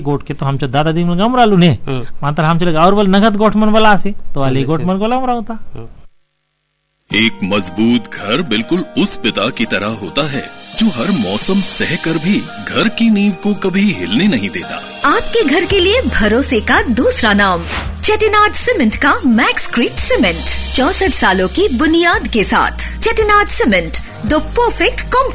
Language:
Hindi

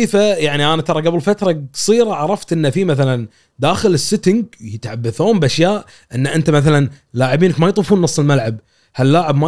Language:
Gulf Arabic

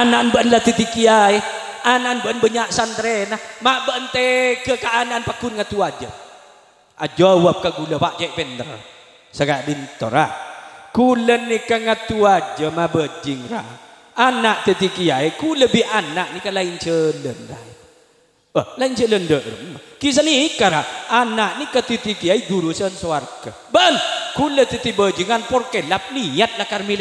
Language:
Madurese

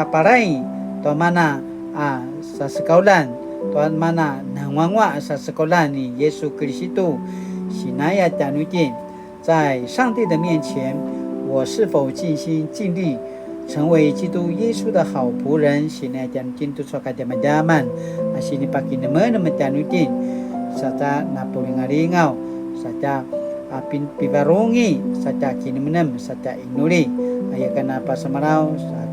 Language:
Paiwan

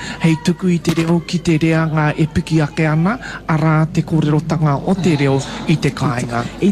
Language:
Māori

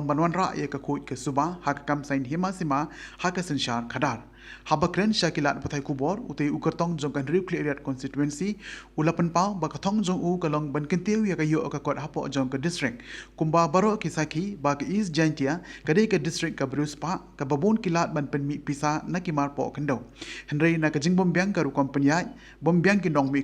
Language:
Khasi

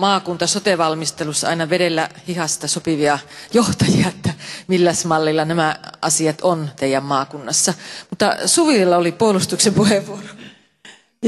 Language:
Finnish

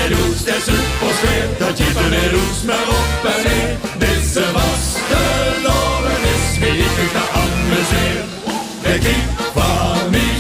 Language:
Limburgish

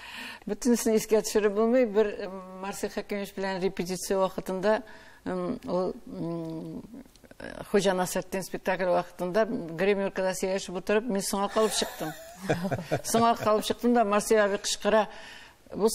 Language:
Tatar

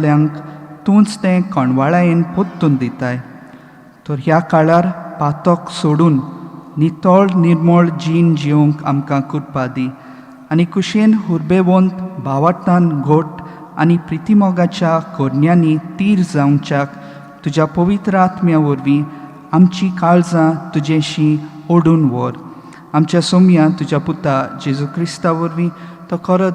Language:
Konkani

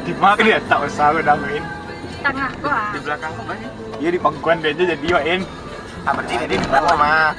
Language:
Minangkabau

